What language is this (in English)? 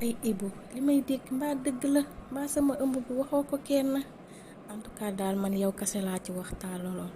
Wolof